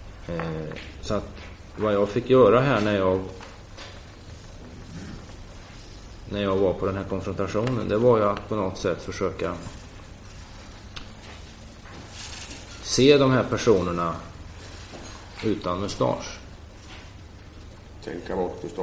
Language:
Swedish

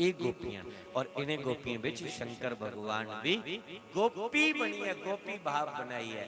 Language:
Dogri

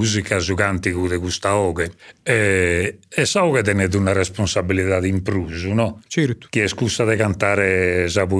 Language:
Sardinian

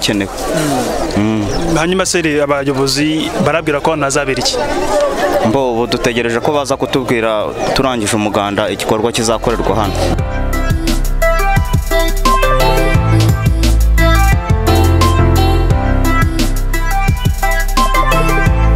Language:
Kinyarwanda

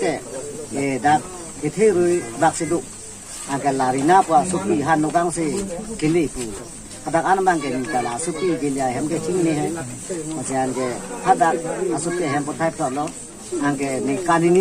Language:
Karbi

